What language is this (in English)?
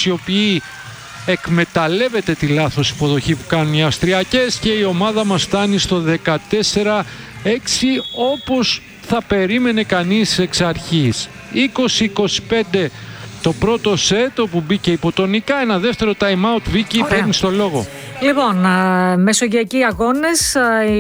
Greek